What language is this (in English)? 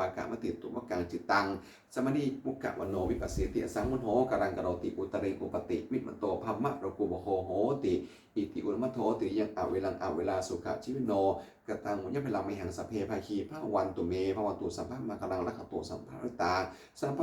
Pali